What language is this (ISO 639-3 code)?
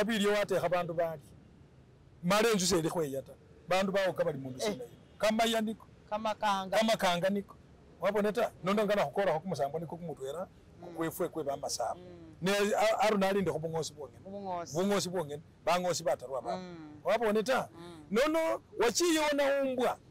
myx